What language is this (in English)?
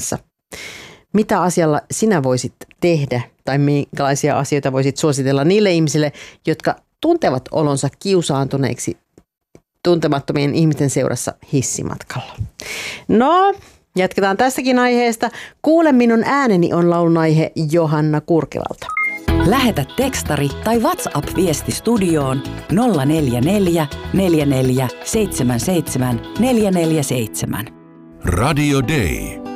Finnish